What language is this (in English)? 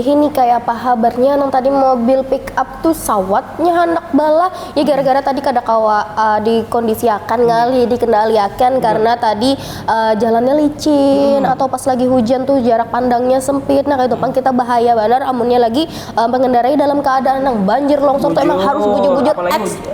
Banjar